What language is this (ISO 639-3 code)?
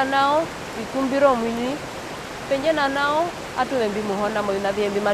her